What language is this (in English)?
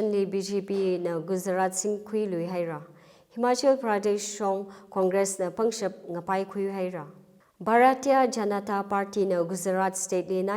Tangkhul Naga (India)